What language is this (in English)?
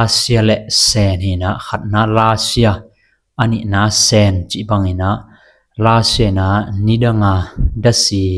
Tedim Chin